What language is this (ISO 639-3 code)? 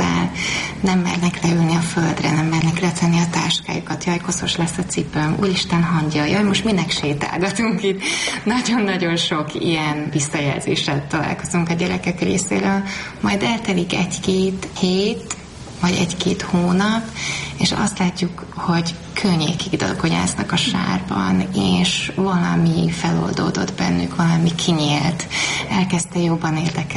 hun